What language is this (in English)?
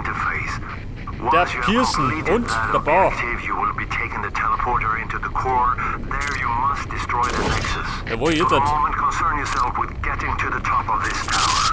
Bavarian